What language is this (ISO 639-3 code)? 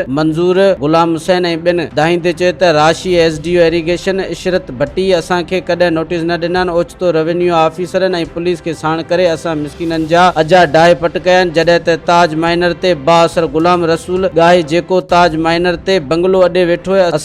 snd